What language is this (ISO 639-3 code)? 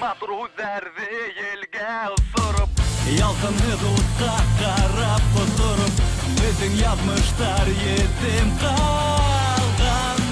bak